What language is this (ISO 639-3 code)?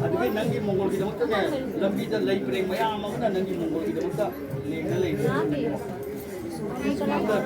mni